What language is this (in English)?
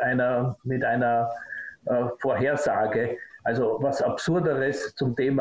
German